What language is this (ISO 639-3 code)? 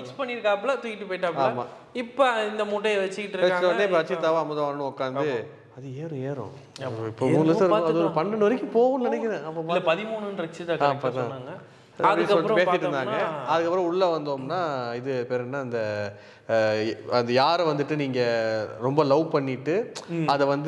tam